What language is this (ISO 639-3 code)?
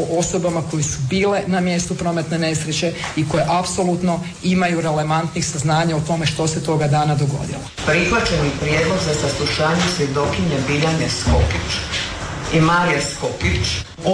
hrv